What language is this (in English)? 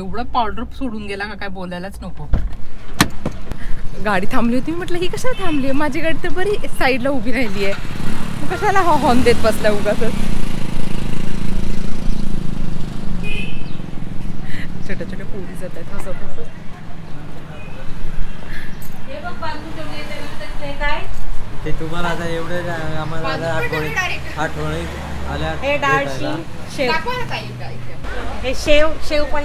Marathi